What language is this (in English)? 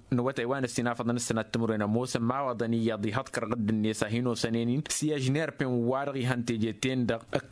Tamasheq